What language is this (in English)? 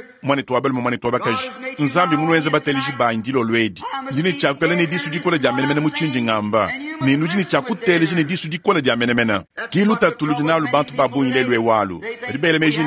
Luba-Lulua